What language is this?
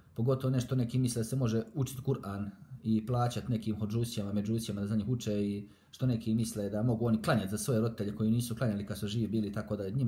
Bosnian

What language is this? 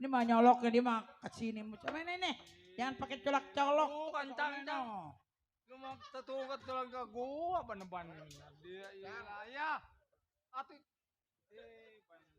Betawi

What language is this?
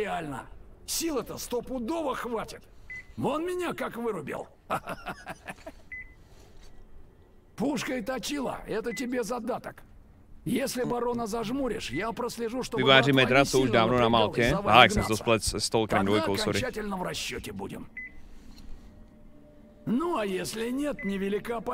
Czech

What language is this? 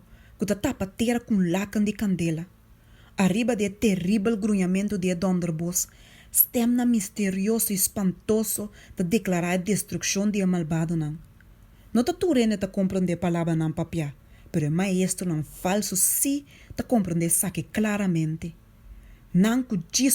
Papiamento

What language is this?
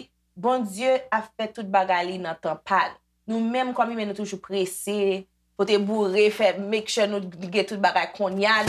Haitian Creole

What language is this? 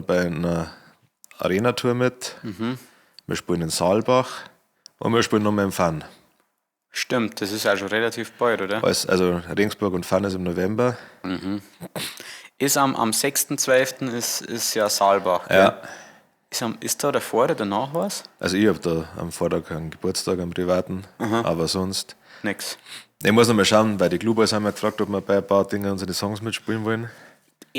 Bavarian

